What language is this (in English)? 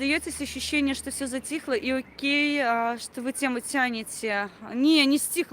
Belarusian